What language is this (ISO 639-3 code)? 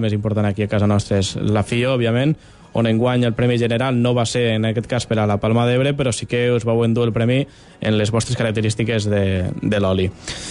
cat